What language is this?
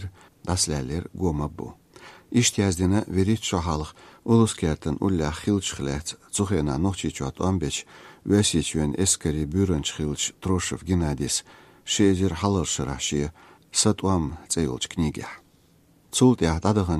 Chechen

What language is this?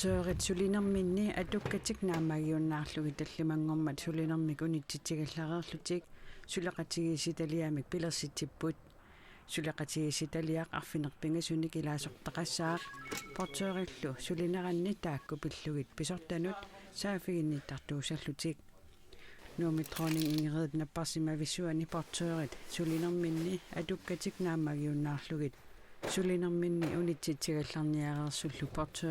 Kalaallisut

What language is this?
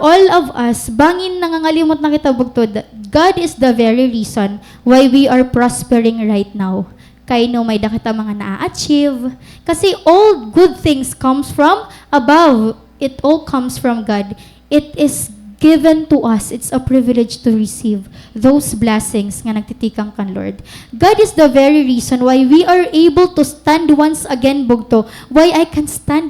Waray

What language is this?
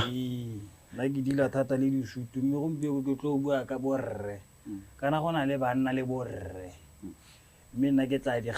Tswana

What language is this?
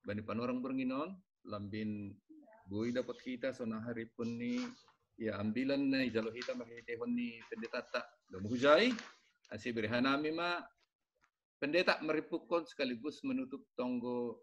Batak Simalungun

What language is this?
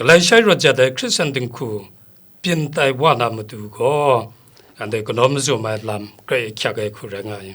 Kachin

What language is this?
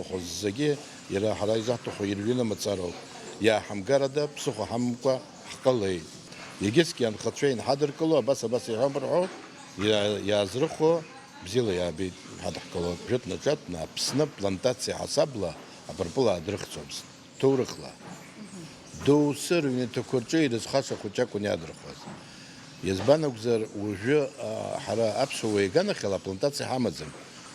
Abkhazian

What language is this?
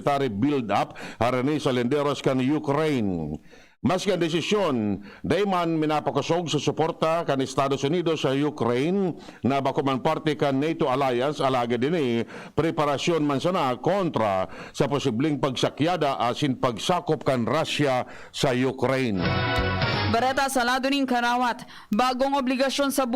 Bikol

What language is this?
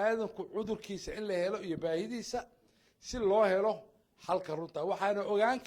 Somali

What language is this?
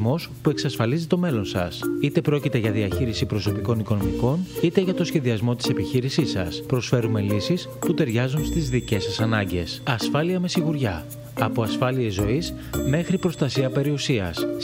Greek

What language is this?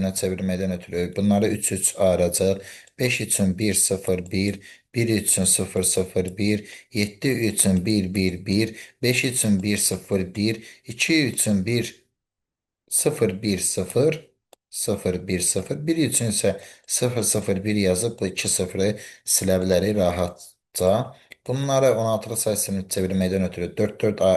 Azerbaijani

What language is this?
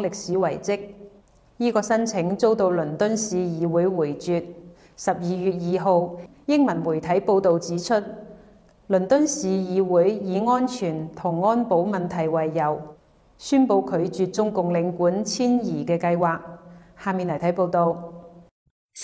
Cantonese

